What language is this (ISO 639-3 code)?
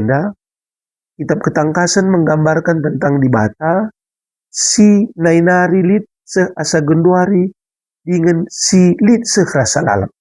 btx